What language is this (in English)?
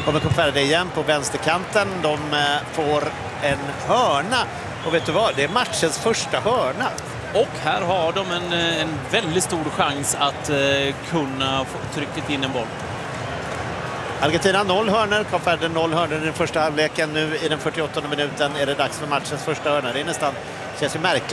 Swedish